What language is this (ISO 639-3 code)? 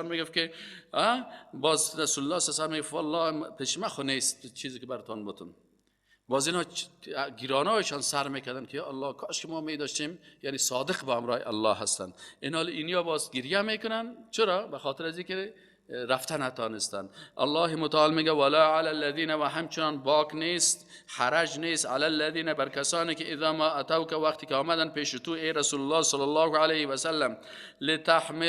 fas